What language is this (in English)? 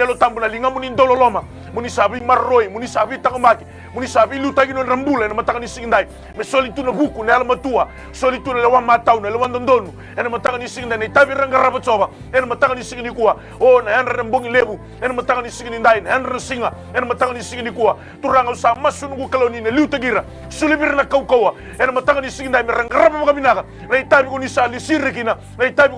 Fijian